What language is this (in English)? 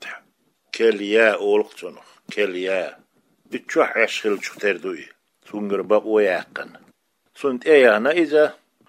Chechen